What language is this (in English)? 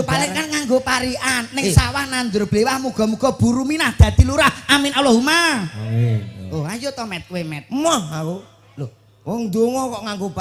Javanese